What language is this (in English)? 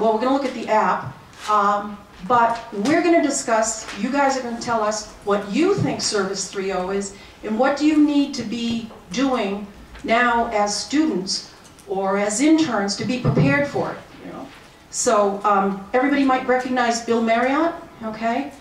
English